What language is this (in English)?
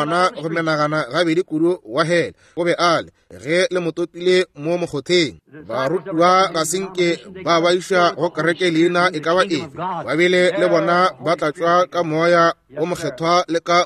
Northern Sotho